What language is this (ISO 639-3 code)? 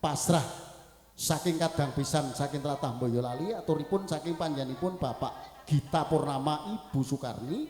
jav